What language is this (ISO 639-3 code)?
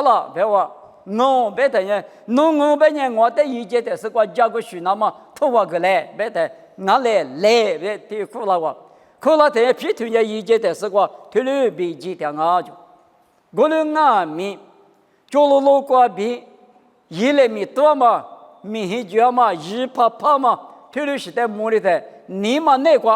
lis